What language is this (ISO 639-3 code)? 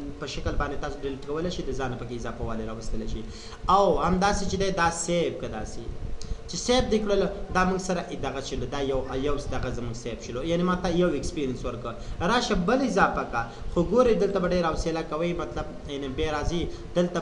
pus